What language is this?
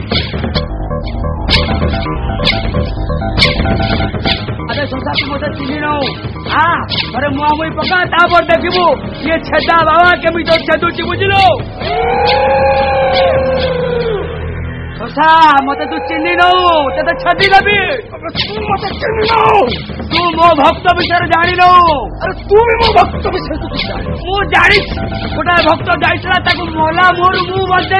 Odia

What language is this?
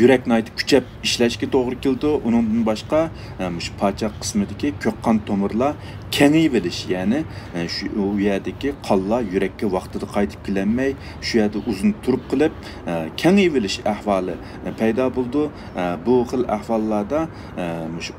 Uyghur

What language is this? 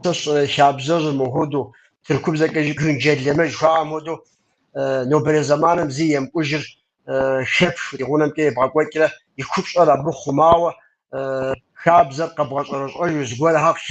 Kabardian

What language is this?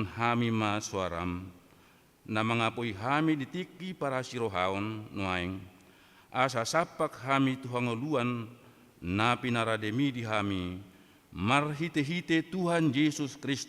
Batak Toba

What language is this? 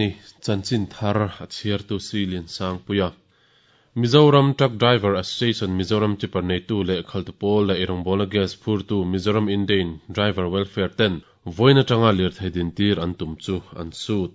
Mizo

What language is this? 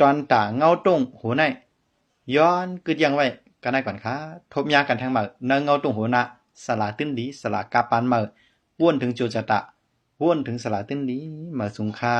Shan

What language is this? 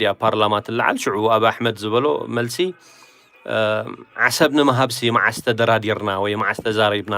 Tigrinya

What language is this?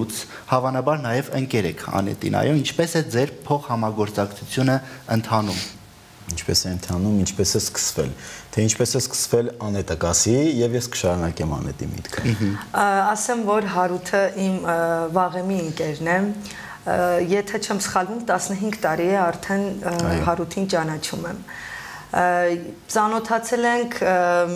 Armenian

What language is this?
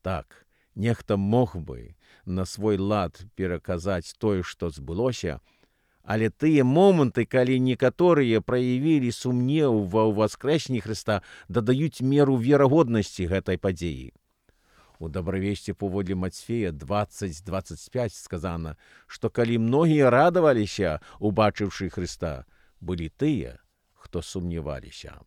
Belarusian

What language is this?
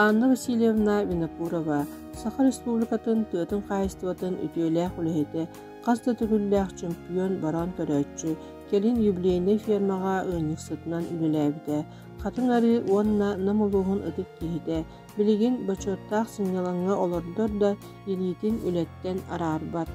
Yakut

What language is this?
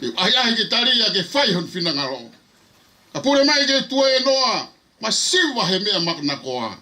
Tongan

